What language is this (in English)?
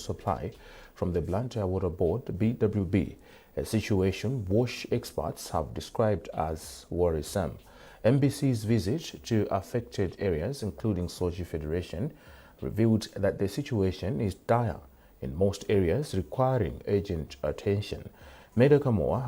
English